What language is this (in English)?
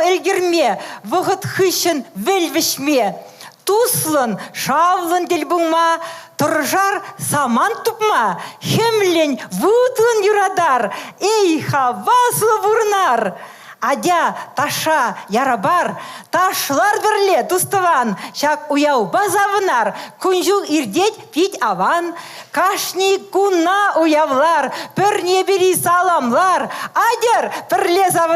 Chuvash